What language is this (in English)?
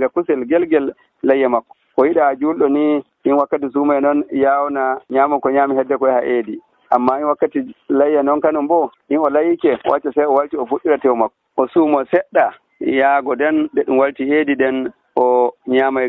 Nigerian Fulfulde